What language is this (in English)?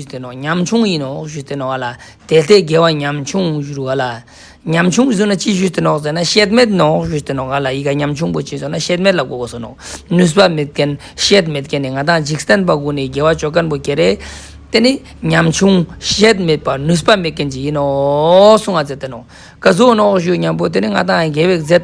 Ladakhi